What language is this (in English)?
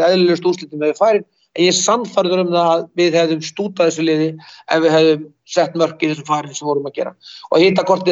Icelandic